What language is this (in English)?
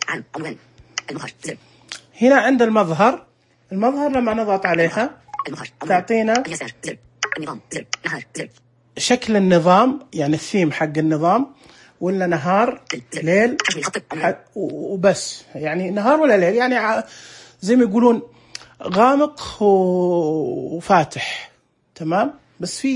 Najdi Arabic